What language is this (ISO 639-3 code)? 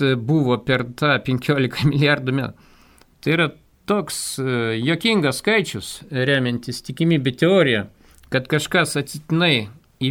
lit